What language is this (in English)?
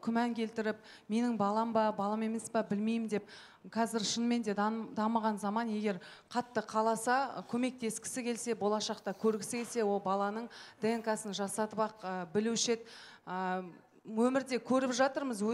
Kazakh